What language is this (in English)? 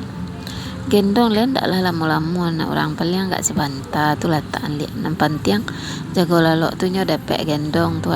Minangkabau